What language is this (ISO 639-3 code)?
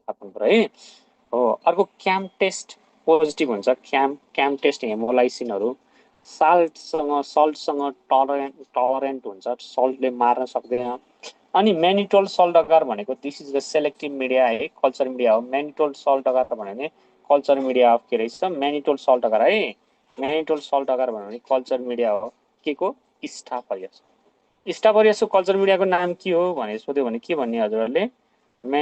nep